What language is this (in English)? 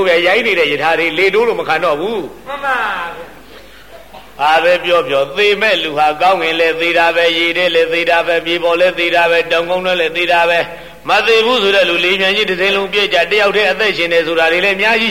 Burmese